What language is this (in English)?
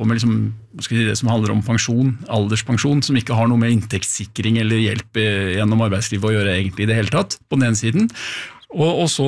Norwegian